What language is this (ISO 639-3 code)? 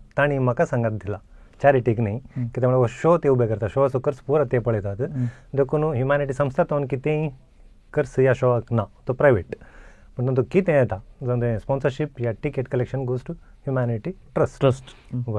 kok